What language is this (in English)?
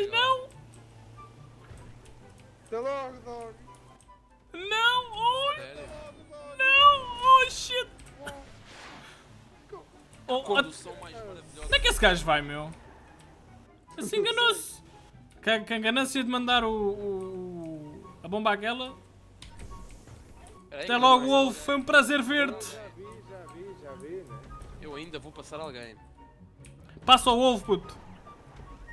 Portuguese